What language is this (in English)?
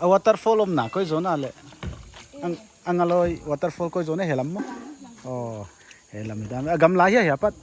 Paite Chin